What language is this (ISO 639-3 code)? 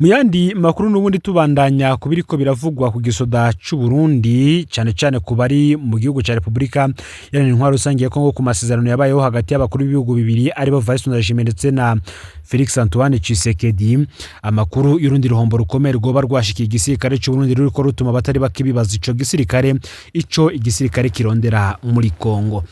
run